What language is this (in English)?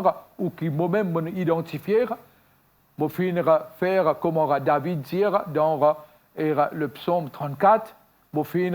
Morisyen